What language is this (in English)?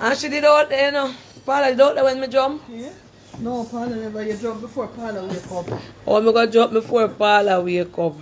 Jamaican Creole English